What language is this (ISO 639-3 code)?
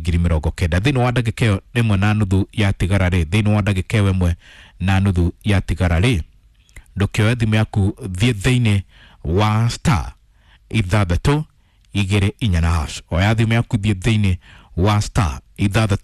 kik